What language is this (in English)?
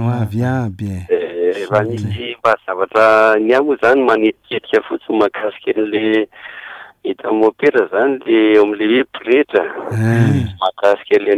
Malagasy